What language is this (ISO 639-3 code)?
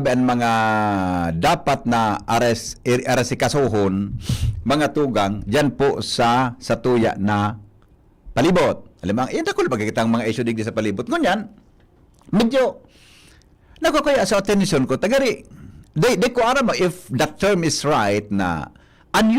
bik